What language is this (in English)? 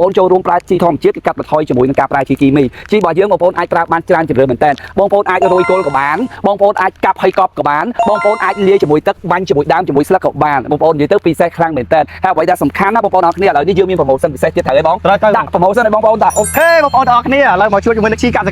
Khmer